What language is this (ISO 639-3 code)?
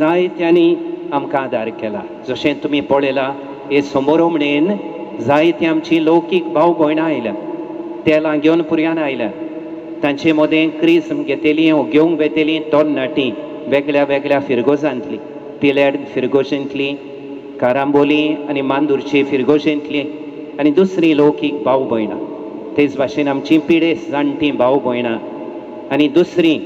kok